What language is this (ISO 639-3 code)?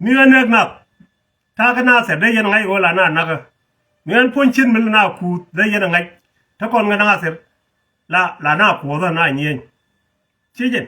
nus